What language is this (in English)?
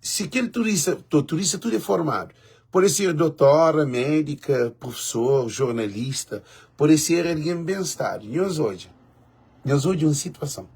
Kabuverdianu